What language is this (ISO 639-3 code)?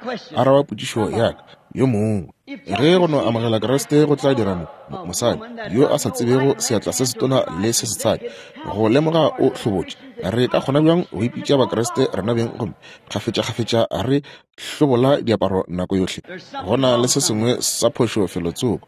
nso